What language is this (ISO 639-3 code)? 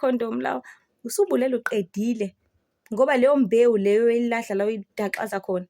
zul